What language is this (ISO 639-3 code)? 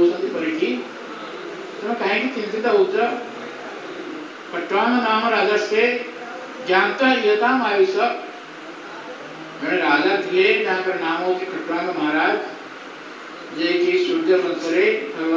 ori